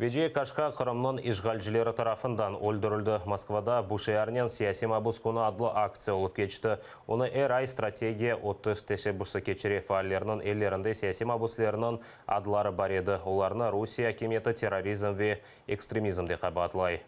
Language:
Crimean Tatar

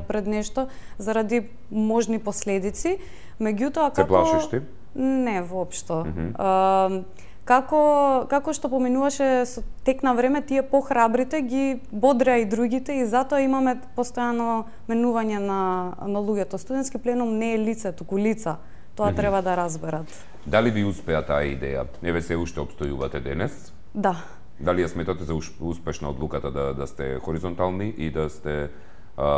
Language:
Macedonian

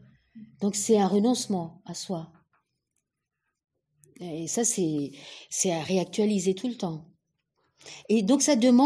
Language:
French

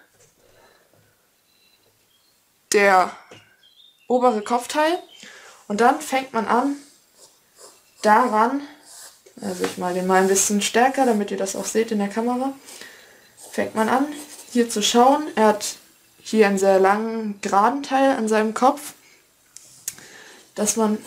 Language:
German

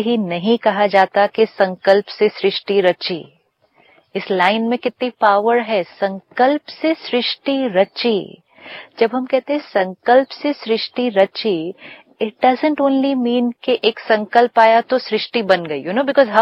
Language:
Hindi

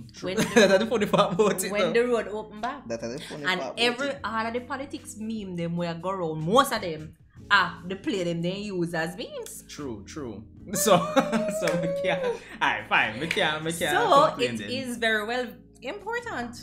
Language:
Jamaican Creole English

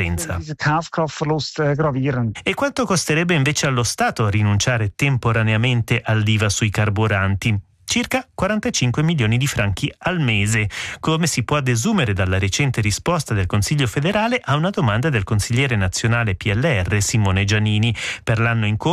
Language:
Italian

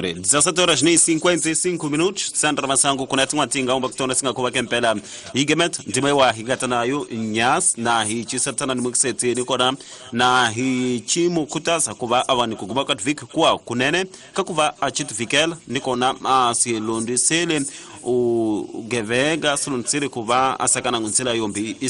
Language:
Tsonga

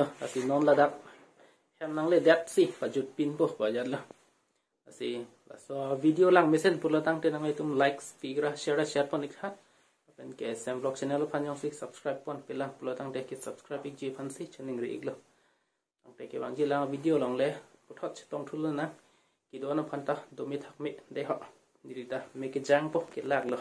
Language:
Karbi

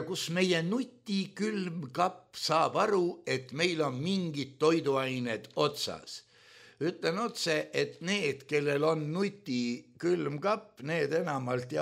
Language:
Estonian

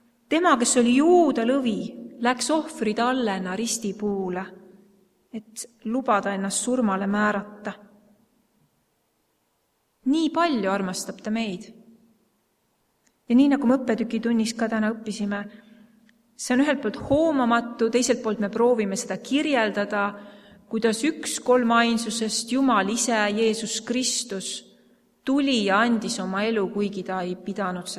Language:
Estonian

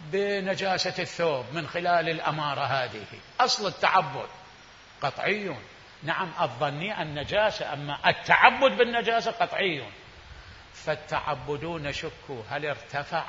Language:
Mesopotamian Arabic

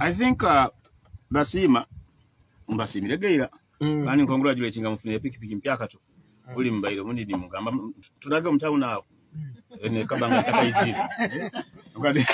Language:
Nyoro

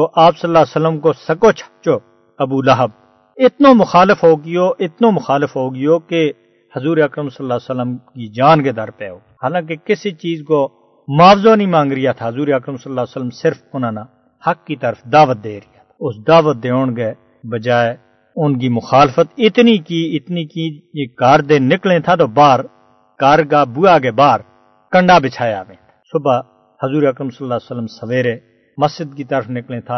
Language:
Gujari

